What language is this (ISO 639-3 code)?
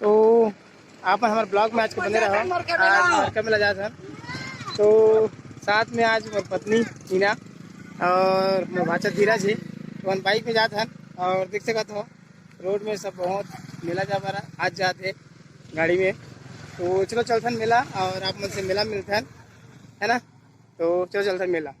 hne